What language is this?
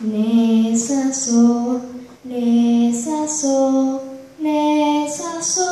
Guarani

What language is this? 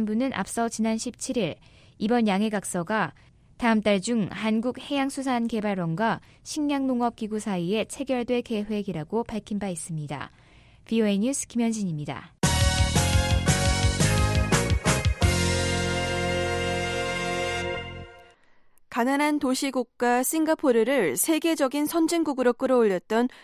Korean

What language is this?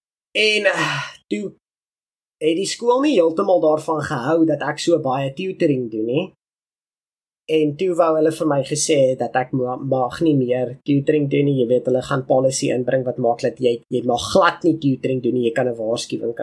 Afrikaans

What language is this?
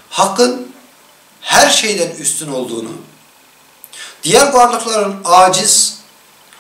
Turkish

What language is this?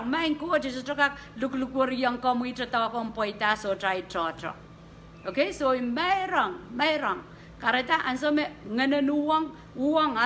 Pohnpeian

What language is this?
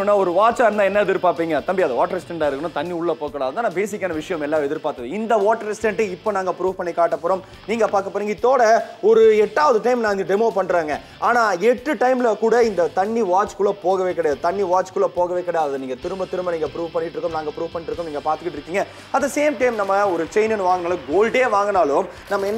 Tamil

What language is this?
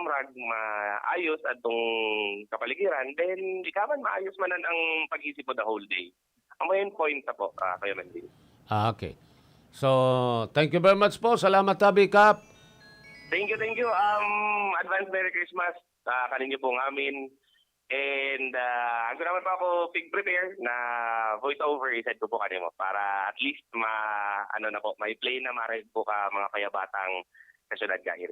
Bikol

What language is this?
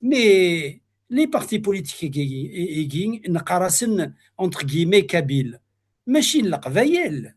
Kabyle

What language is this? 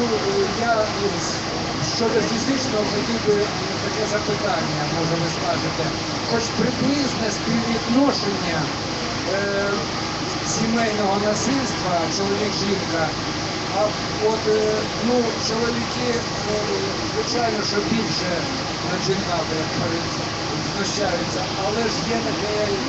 Ukrainian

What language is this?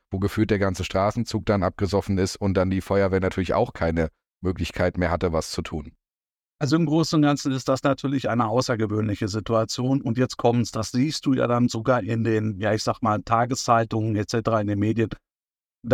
German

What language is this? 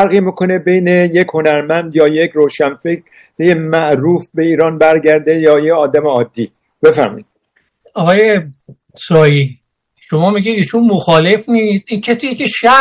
Persian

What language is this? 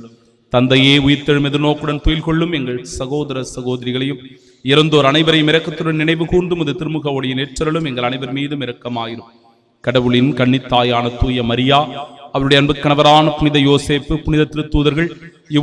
Tamil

